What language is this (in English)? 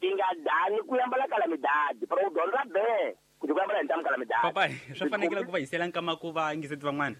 Tsonga